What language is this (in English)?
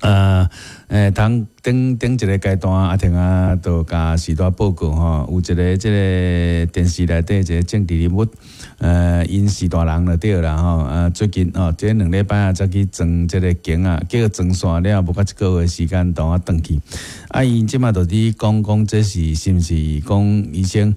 Min Nan Chinese